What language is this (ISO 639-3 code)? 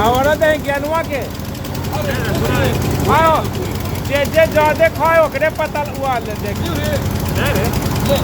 mag